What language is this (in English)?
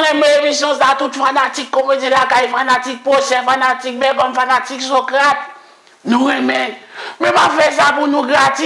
Haitian Creole